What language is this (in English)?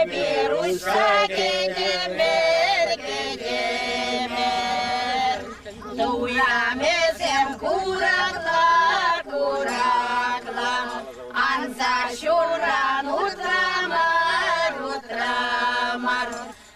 Chuvash